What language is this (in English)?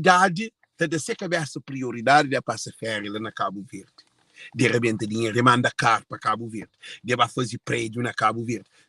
Kabuverdianu